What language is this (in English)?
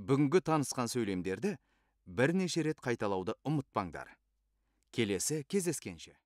Kazakh